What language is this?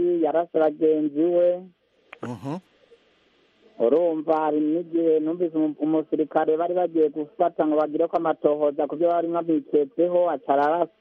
Kinyarwanda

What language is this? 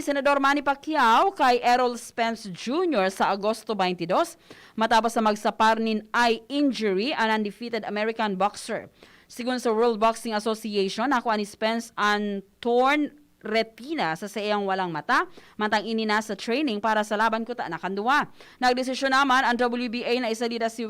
Bikol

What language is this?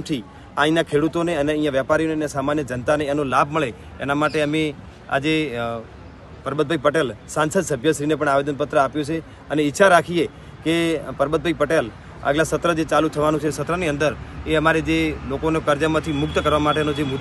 Gujarati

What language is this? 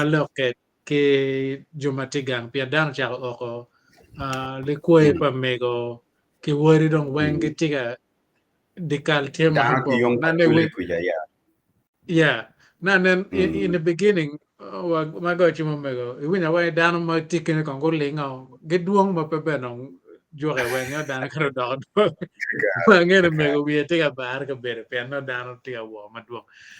Acoli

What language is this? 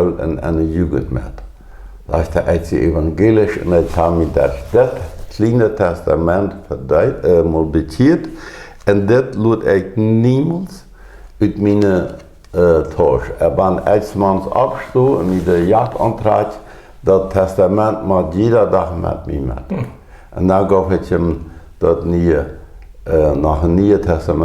Plautdietsch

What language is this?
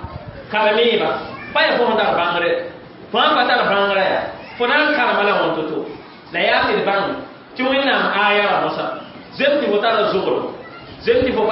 Mossi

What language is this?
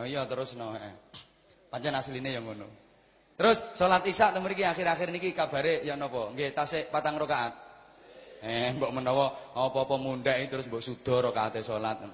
Javanese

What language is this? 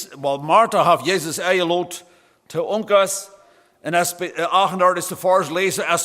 Plautdietsch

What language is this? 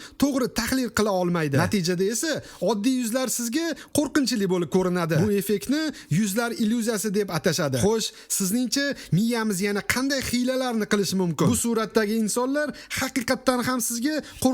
Uzbek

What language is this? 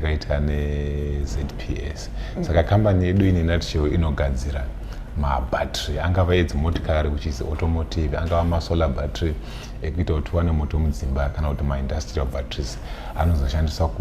Shona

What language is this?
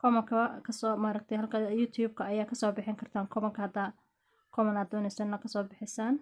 Somali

